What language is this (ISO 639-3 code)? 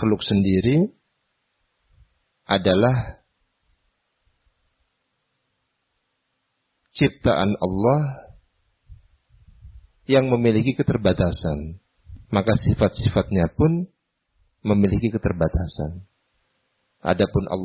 ind